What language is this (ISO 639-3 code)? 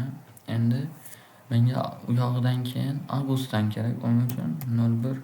uzb